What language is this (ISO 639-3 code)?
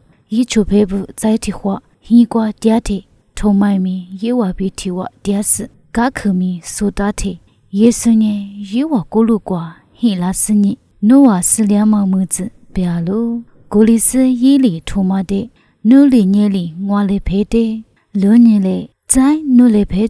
lis